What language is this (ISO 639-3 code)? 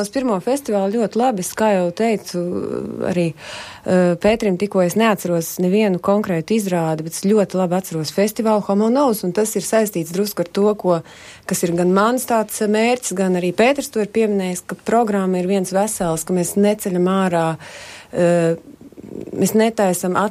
lav